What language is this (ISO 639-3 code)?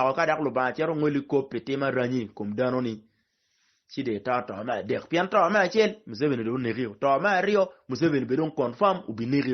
ach